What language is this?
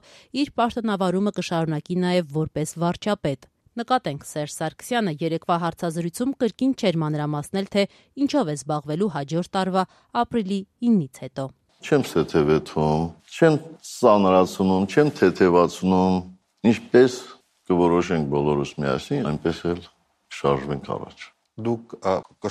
Armenian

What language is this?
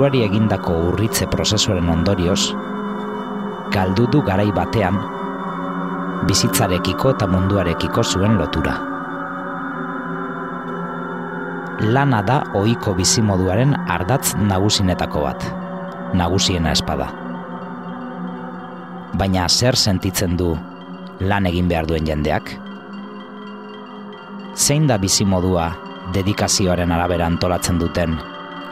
Basque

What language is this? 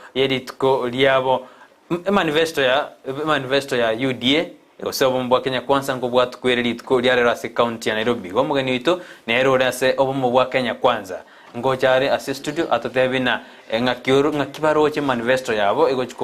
Gusii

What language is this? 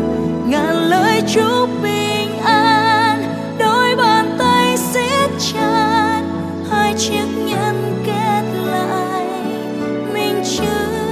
Vietnamese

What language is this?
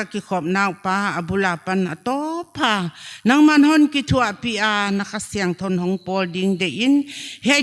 Paite Chin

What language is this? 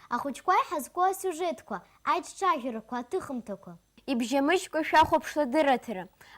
Abkhazian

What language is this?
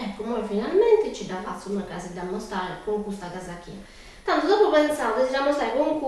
Sardinian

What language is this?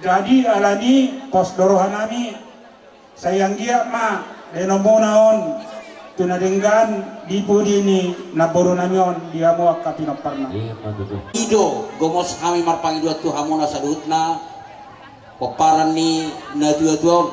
Batak Toba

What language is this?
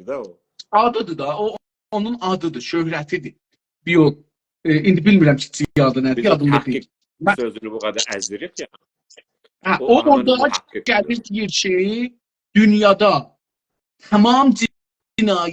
South Azerbaijani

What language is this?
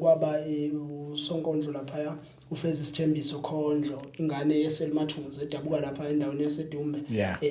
Zulu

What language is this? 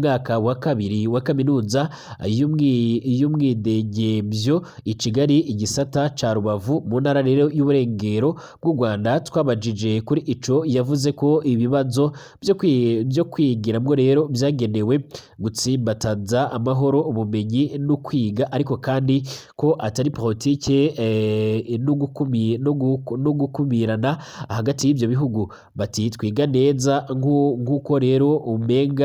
Rundi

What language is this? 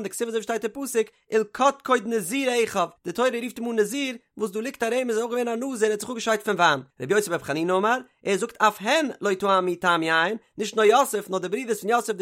Yiddish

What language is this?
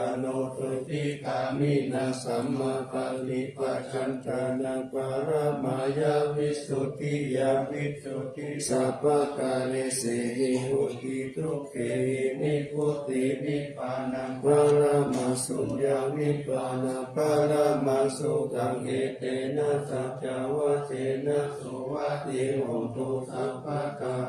Pali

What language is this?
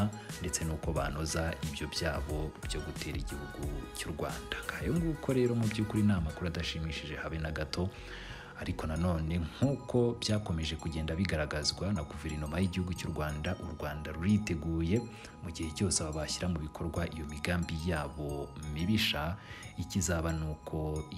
Kinyarwanda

